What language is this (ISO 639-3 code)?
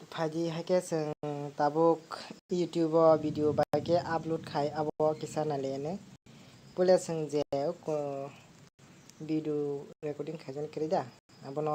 trp